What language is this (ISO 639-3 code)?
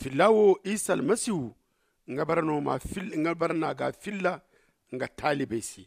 dje